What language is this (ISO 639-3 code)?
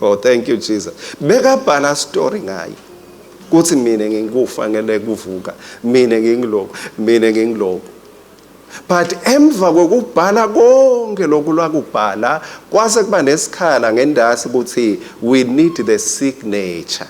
ssw